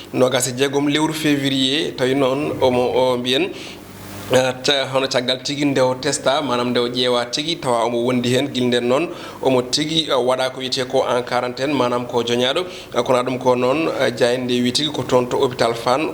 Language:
Fula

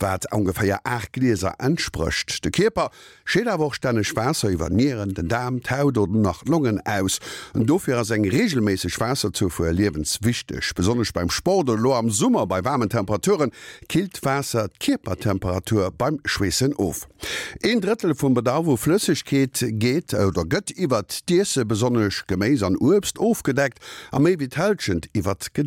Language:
Luxembourgish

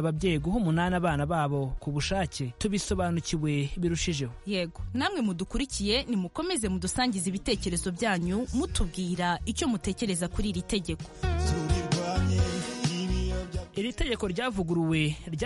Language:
Kinyarwanda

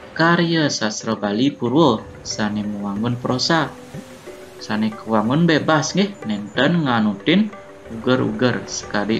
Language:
Balinese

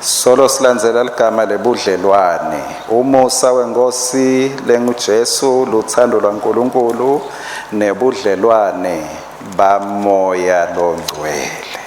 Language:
Swati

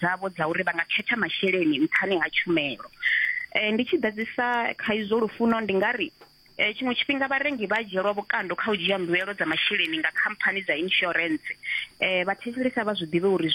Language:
Venda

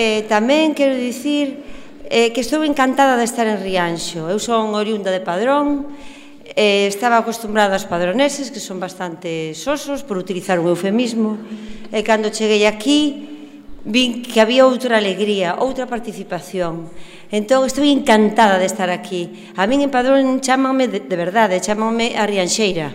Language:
Galician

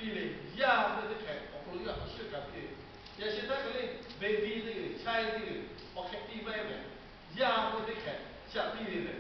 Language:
Lahu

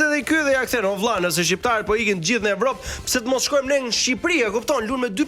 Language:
Albanian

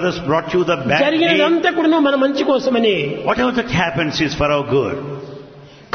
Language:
Telugu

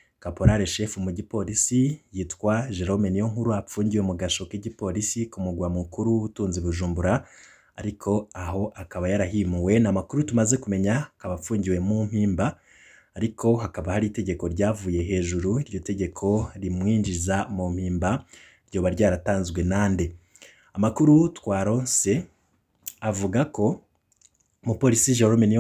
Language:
Rundi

